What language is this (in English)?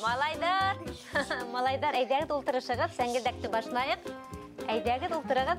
Bashkir